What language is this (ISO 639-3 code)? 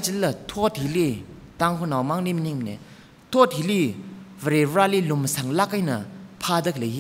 nmf